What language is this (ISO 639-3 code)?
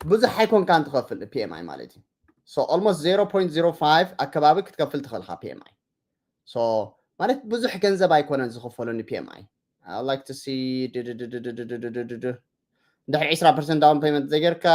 tir